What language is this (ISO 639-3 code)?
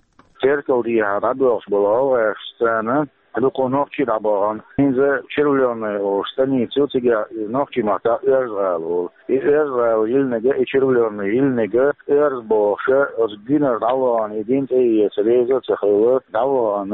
che